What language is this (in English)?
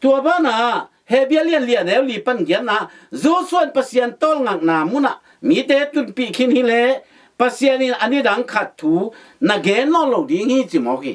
Tedim Chin